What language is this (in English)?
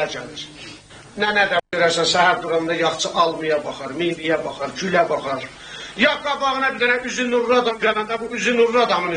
South Azerbaijani